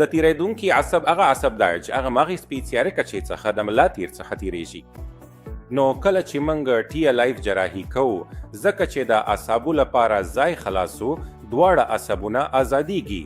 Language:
Pashto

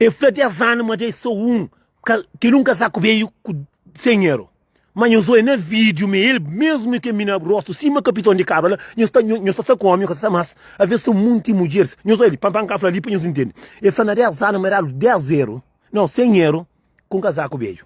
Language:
Kabuverdianu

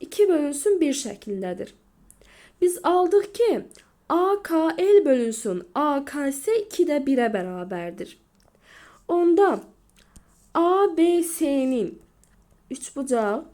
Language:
Azerbaijani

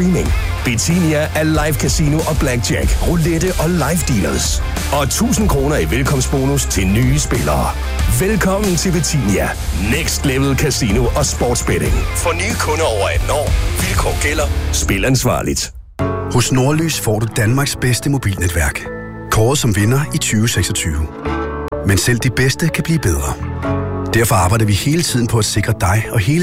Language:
Danish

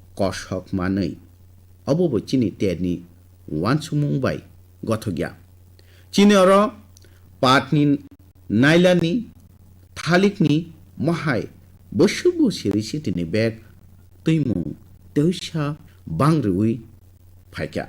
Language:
Kok Borok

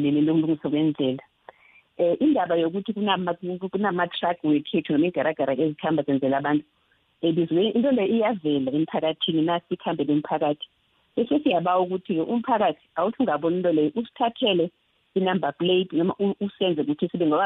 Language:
South Ndebele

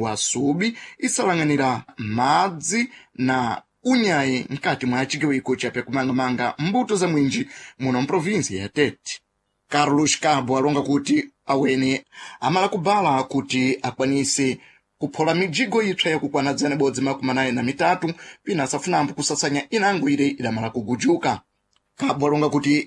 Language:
Sena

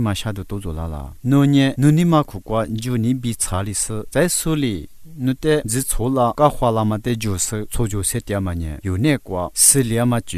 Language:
Lisu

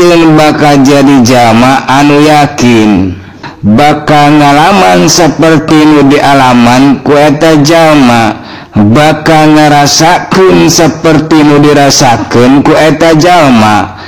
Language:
Sundanese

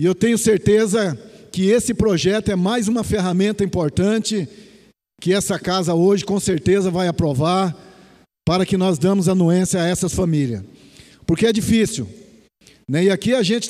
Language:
Portuguese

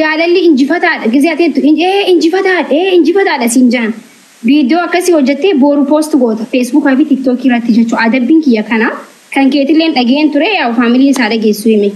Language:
Oromo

